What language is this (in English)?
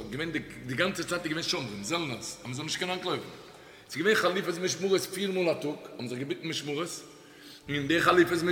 Yiddish